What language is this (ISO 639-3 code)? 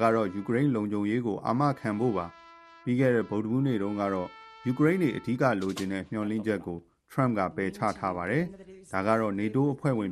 mya